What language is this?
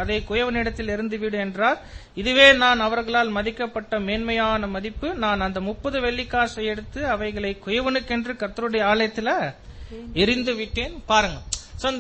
Tamil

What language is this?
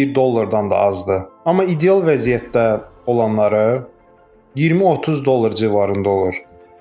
Azerbaijani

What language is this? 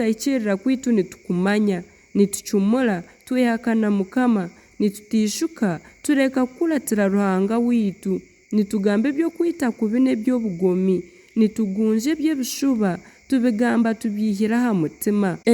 Nyankole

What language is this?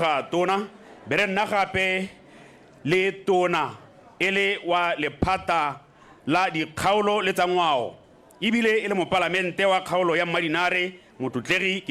Tswana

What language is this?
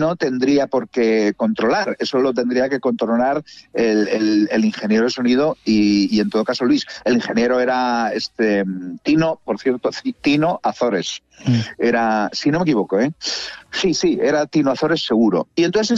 Spanish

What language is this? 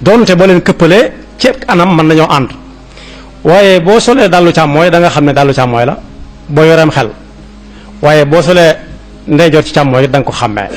Wolof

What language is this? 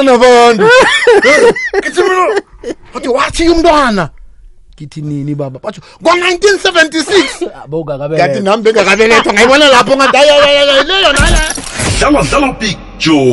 South Ndebele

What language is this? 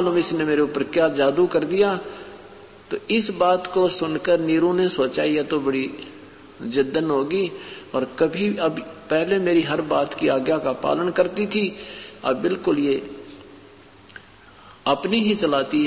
Hindi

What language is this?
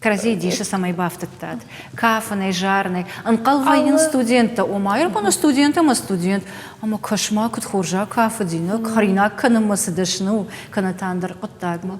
Ossetic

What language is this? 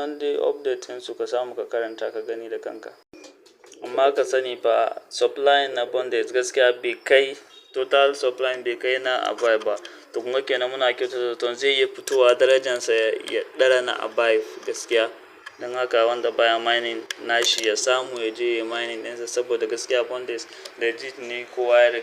Hausa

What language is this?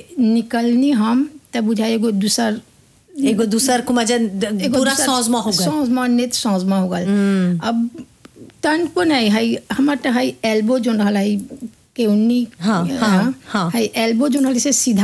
Bhojpuri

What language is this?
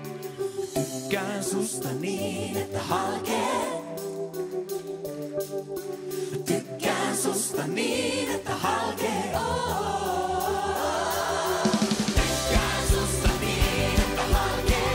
Finnish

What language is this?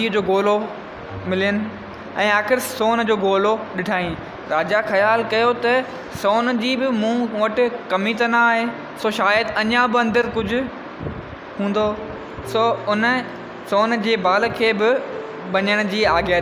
Sindhi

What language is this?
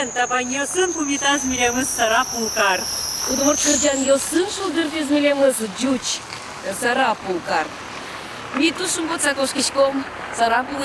Udmurt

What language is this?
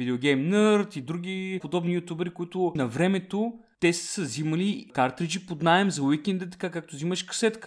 Bulgarian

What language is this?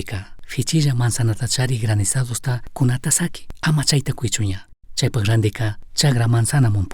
Chimborazo Highland Quichua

